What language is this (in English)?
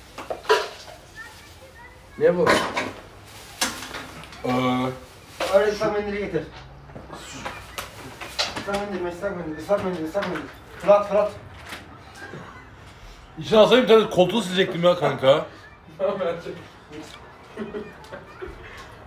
Turkish